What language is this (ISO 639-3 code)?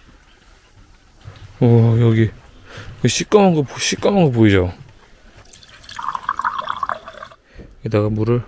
kor